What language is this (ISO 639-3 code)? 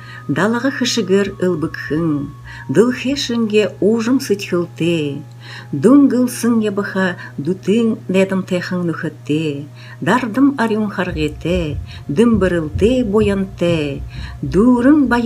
bua